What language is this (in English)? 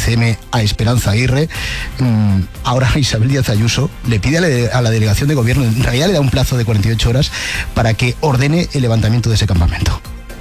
Spanish